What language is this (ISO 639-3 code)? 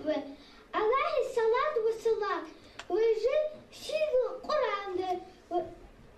inh